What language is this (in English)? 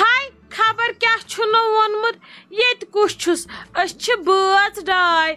Kashmiri